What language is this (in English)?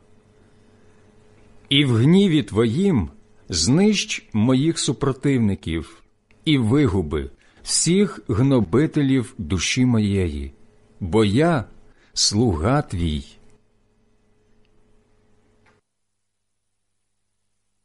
Ukrainian